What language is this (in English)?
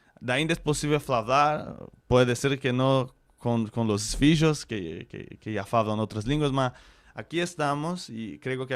Ladino